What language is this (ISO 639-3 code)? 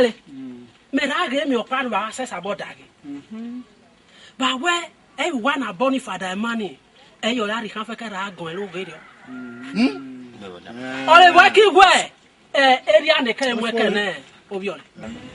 ish